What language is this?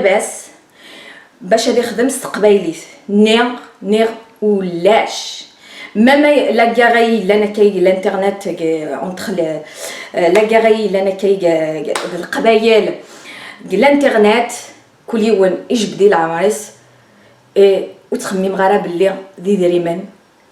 Kabyle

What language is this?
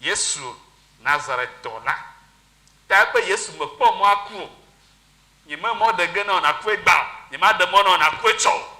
Ewe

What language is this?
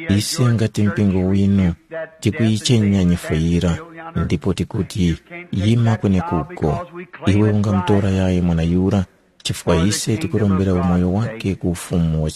Tumbuka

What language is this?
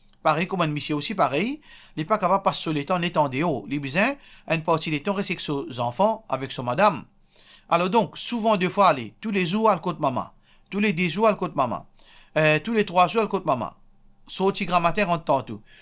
Morisyen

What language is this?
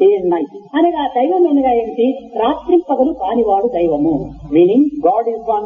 Telugu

